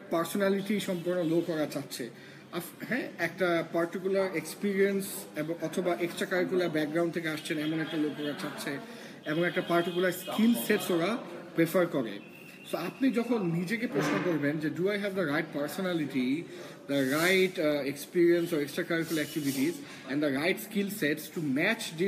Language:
Bangla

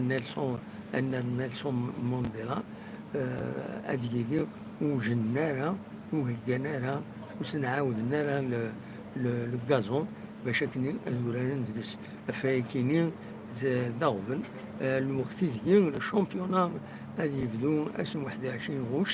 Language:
Kabyle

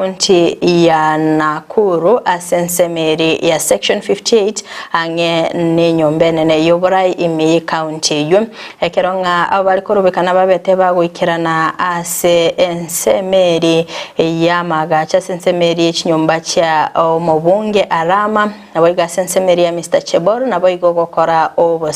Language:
Gusii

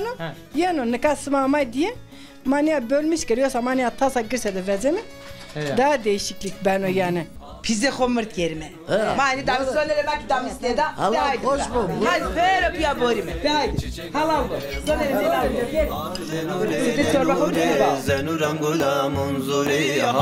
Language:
Zaza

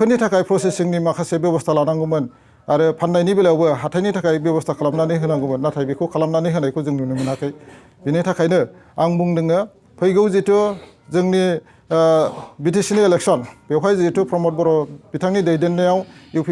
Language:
Bodo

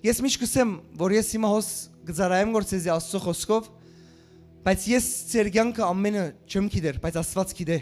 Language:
Western Armenian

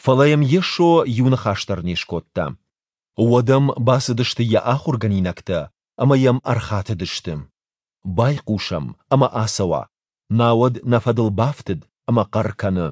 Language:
Ossetic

